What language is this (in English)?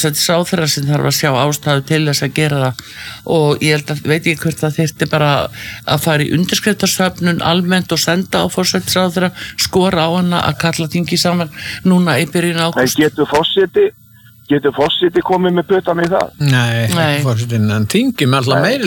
Icelandic